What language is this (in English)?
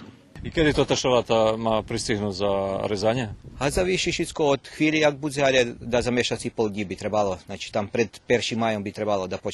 Rusyn